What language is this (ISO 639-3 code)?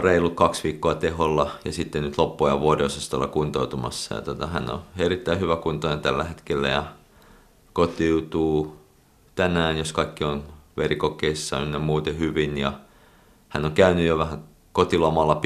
fin